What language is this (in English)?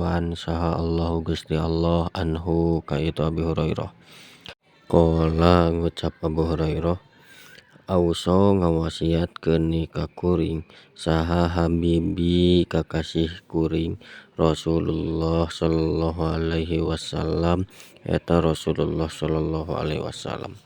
Sundanese